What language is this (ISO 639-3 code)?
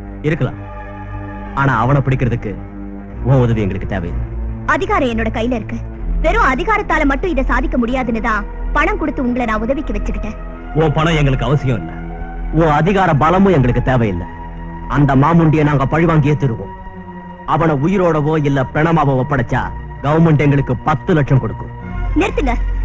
tam